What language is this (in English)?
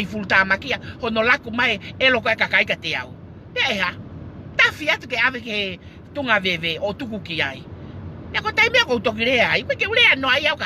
Tongan